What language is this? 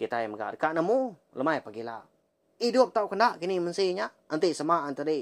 Iban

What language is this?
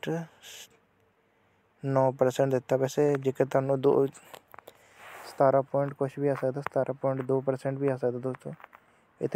Punjabi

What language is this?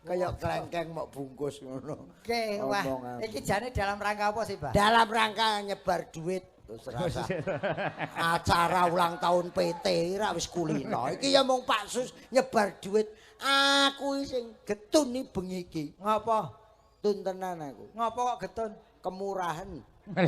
Javanese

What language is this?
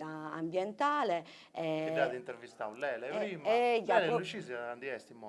Sardinian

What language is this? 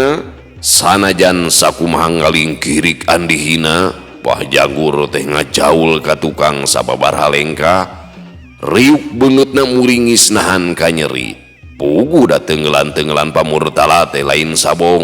Sundanese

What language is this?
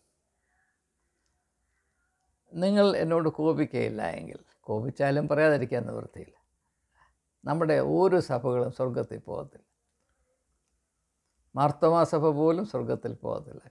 Malayalam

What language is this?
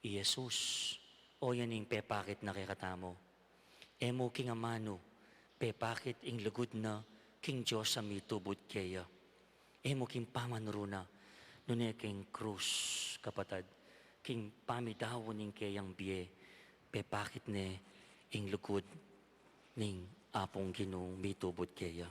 Pampanga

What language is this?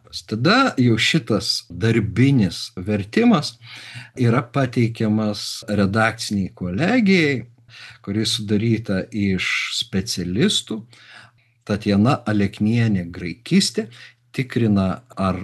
Lithuanian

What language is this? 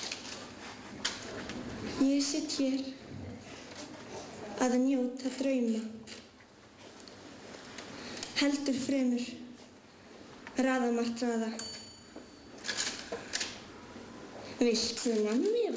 Icelandic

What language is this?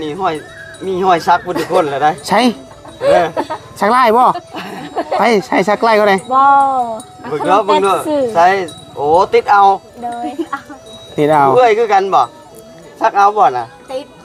Northeastern Thai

